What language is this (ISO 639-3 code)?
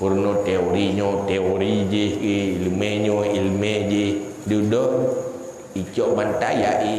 ace